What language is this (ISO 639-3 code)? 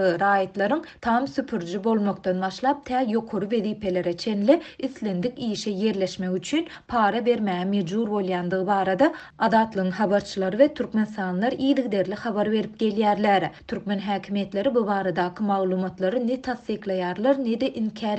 tuk